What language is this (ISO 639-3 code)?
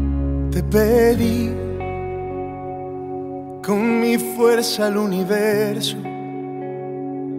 spa